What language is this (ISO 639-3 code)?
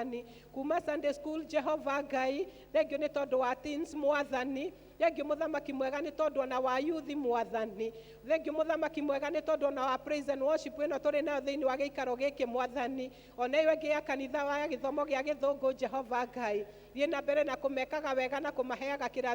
kik